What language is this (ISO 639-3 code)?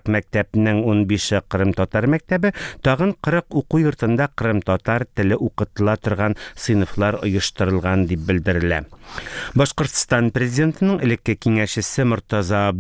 tat